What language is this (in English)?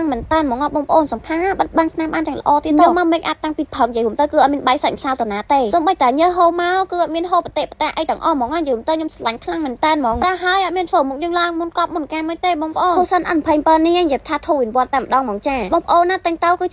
Khmer